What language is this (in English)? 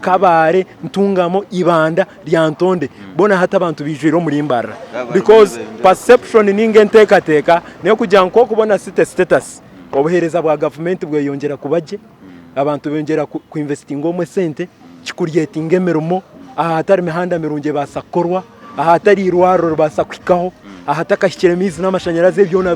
Nyankole